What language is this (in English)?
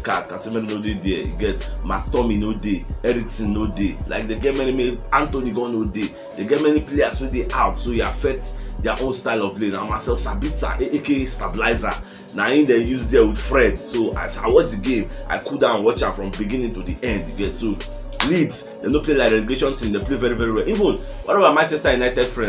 Nigerian Pidgin